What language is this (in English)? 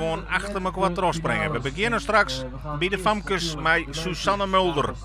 Western Frisian